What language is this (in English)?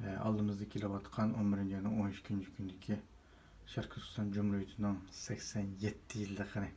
Uyghur